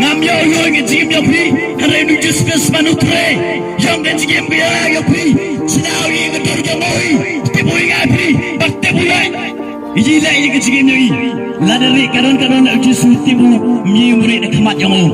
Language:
Khasi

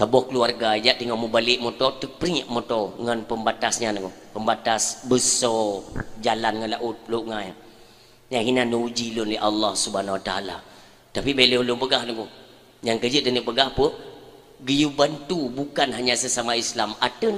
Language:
Achinese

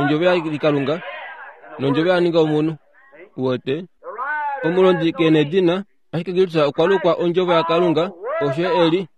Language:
Kuanyama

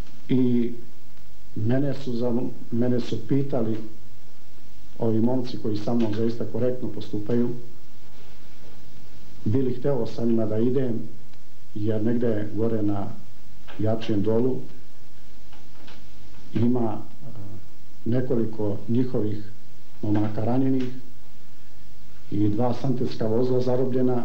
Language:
Bosnian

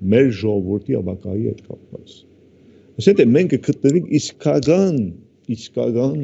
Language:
Armenian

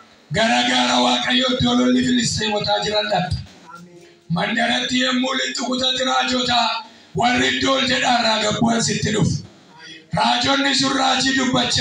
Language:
Oromo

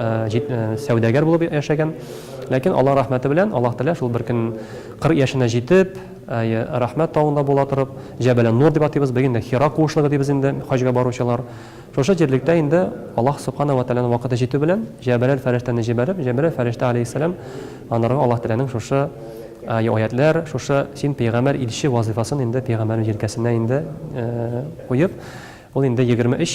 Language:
Tatar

